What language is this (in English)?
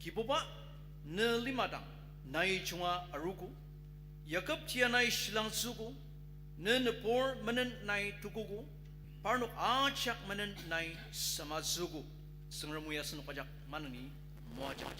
Ao Naga